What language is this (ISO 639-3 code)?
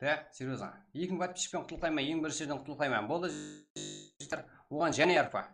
kaa